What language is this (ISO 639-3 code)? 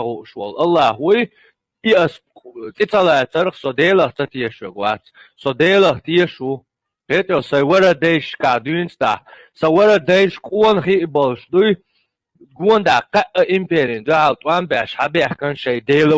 che